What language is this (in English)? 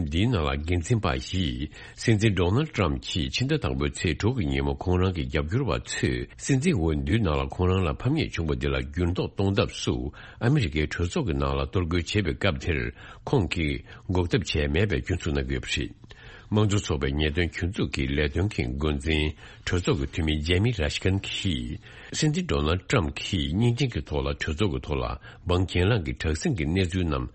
Tibetan